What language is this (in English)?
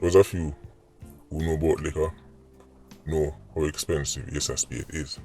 Jamaican Creole English